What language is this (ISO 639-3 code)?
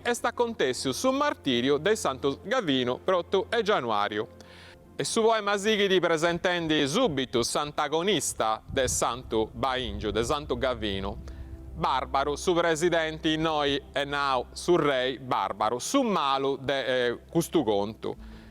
srd